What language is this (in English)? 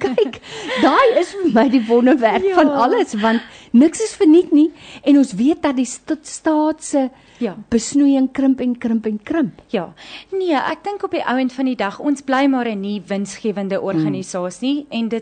Afrikaans